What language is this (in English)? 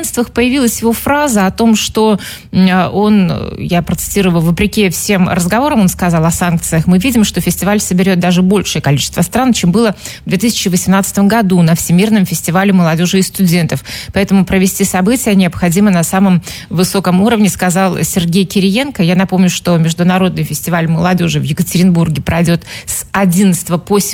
Russian